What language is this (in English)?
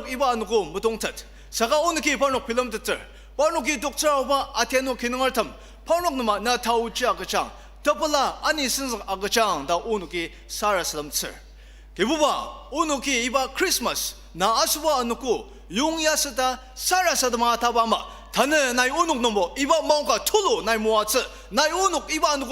Ao Naga